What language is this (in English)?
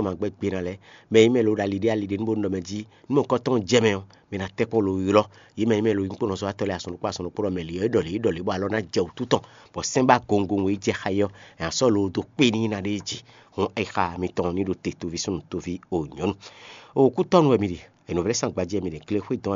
Fon